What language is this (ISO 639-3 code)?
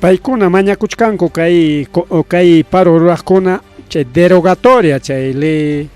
quy